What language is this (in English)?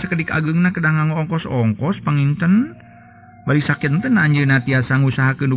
Sundanese